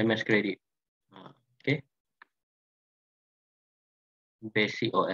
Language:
Malay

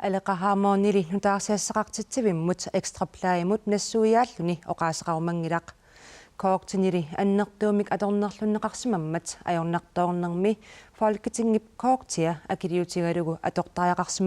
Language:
Kalaallisut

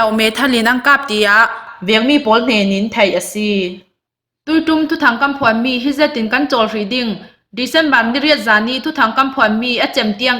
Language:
Falam Chin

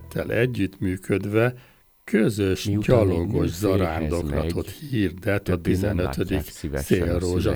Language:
Hungarian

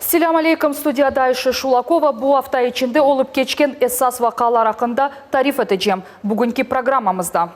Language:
Crimean Tatar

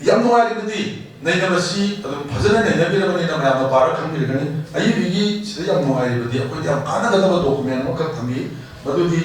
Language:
Manipuri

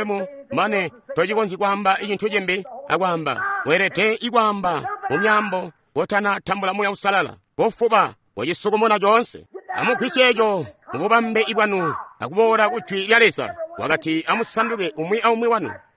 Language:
Tonga (Zambia)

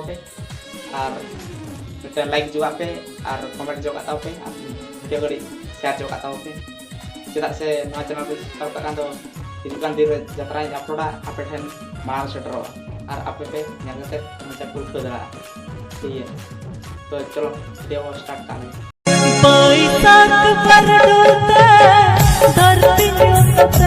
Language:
Santali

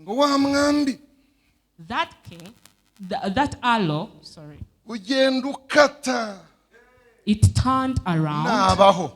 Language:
Kinyarwanda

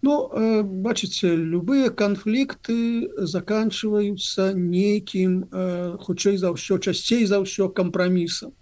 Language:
Belarusian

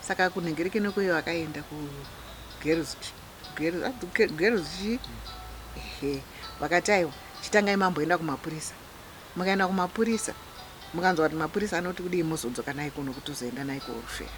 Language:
Shona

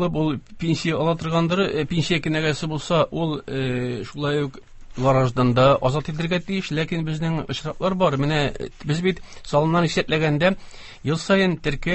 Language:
Tatar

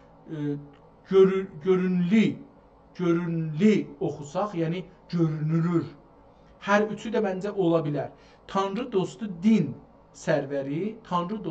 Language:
South Azerbaijani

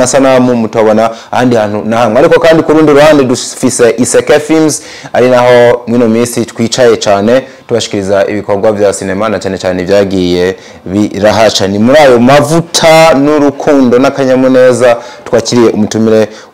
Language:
Rundi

